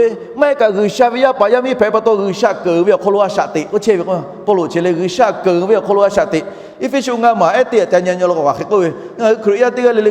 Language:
Lahu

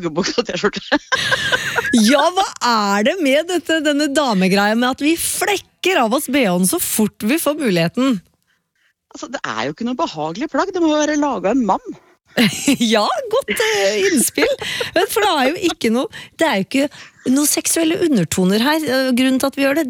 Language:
Norwegian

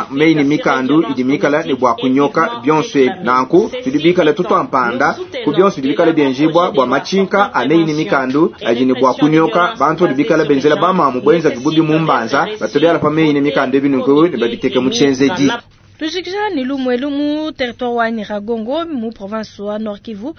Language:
Luba-Lulua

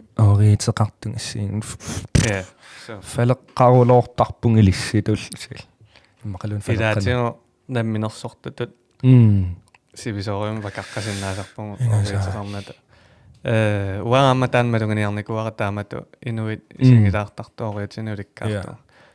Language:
Kalaallisut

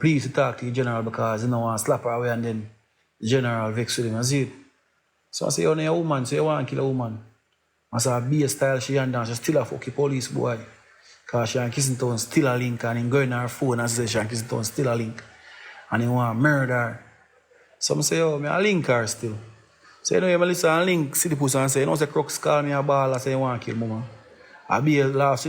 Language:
Jamaican Creole English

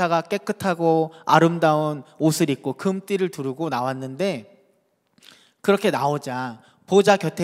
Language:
Korean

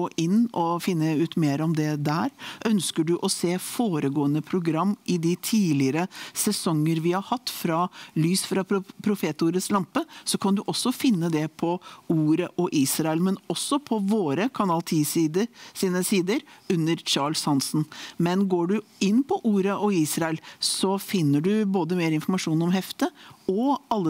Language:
Norwegian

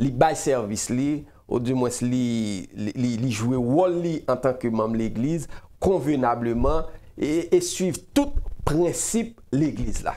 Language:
Haitian Creole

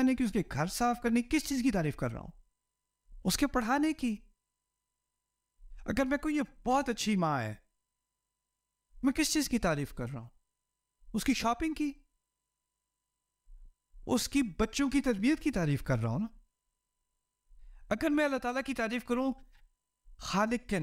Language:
Urdu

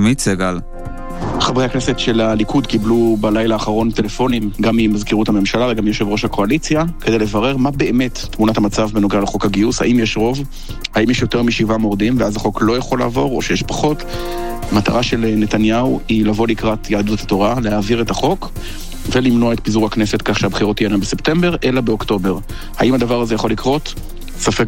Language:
Hebrew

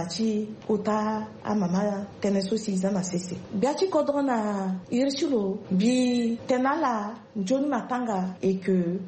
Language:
Sango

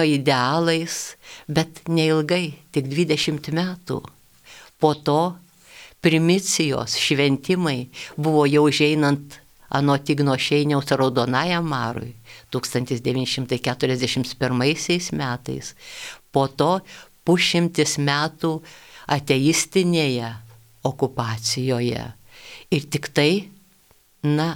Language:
Lithuanian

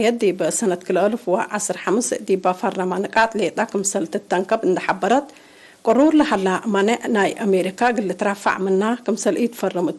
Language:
Tigre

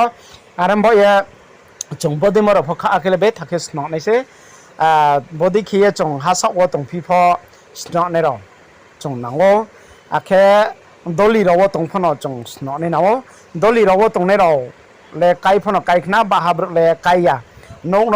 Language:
Riang (India)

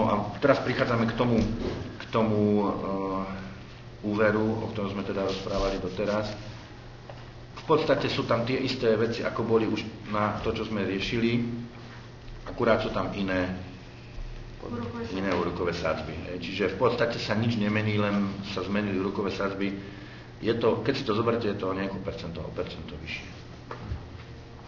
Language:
Slovak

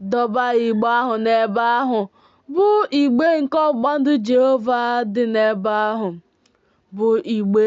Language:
Igbo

